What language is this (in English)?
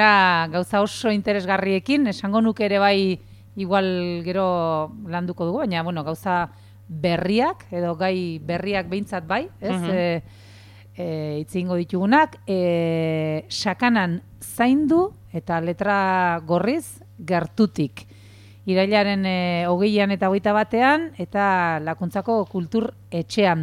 Basque